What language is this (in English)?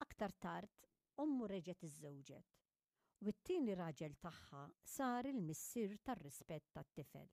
Maltese